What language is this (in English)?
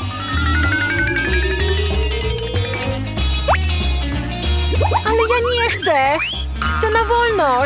Polish